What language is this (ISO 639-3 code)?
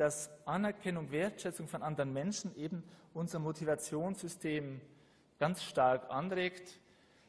deu